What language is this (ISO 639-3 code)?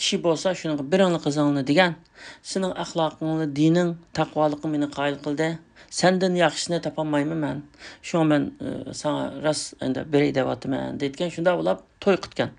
uig